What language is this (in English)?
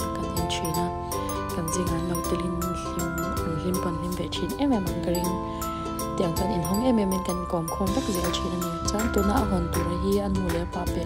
Mizo